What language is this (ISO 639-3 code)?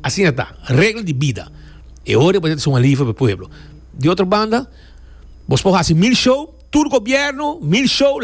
pap